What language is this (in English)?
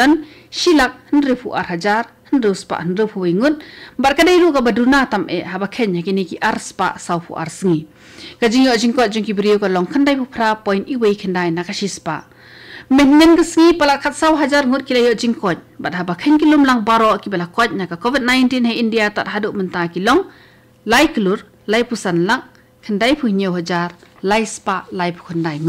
Khasi